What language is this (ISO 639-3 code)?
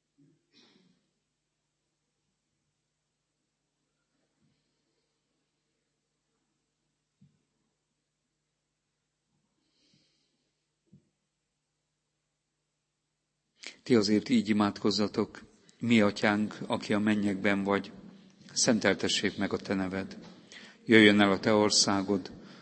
hun